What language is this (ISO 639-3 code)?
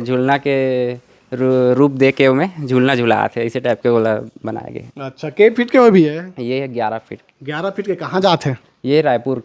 hne